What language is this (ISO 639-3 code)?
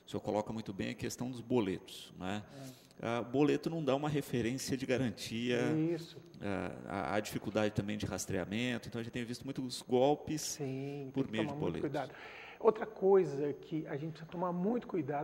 por